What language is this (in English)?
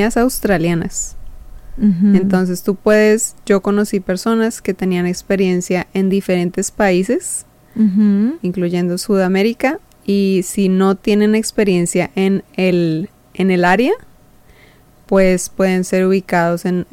Spanish